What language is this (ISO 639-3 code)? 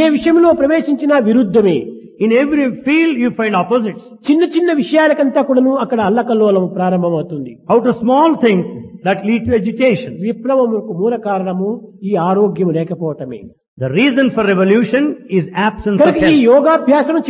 tel